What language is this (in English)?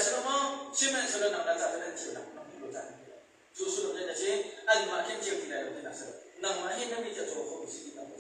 Hakha Chin